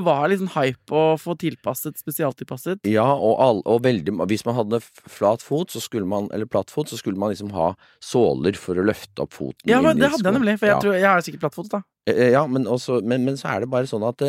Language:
Norwegian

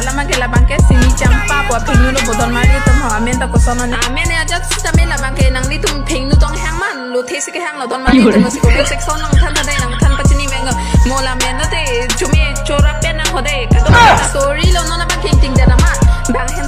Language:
Karbi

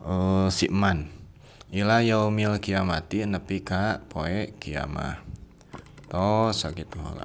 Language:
Sundanese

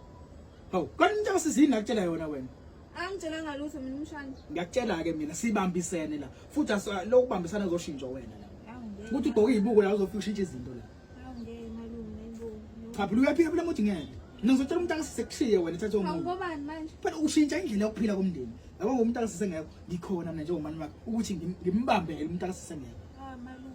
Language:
Zulu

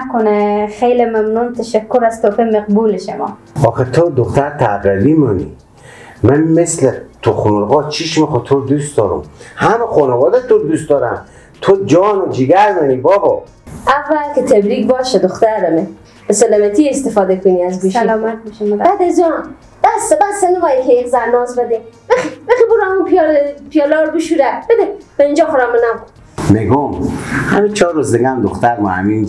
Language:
Persian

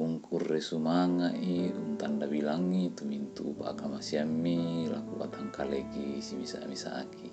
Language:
Toraja-Sa'dan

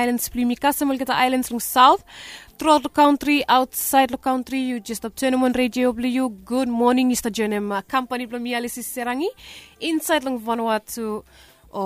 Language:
Bislama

